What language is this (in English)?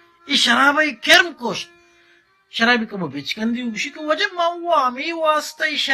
Baluchi